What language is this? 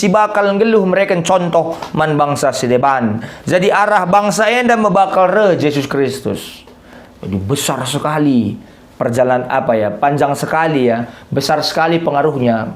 Batak Karo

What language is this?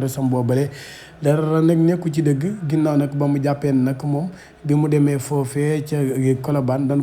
Wolof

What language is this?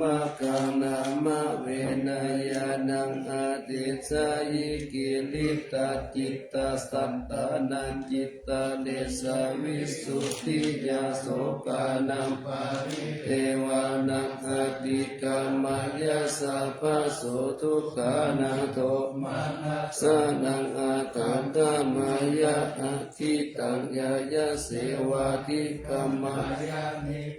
Pali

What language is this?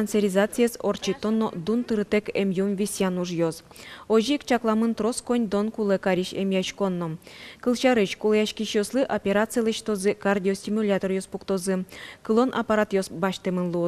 Udmurt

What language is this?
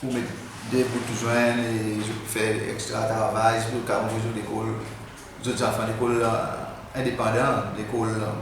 Seselwa Creole French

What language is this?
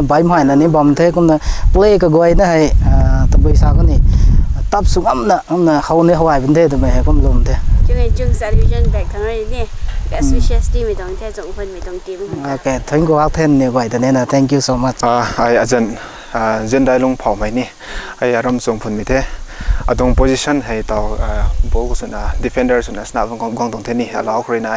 Rongmei Naga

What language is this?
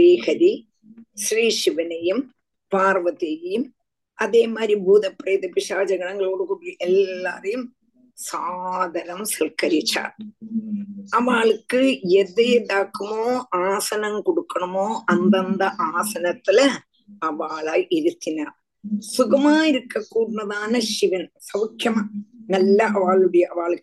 Tamil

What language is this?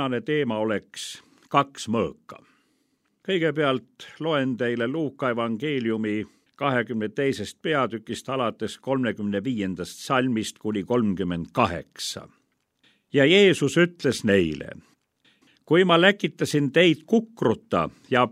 Estonian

